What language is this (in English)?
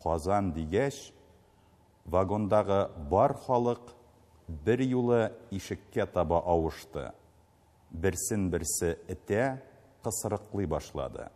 Tatar